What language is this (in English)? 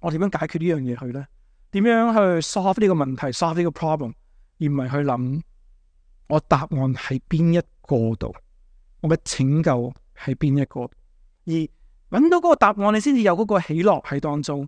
Cantonese